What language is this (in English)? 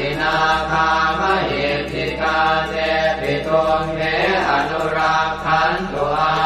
Pali